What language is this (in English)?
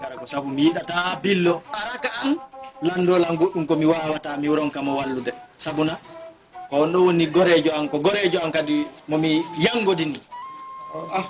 Fula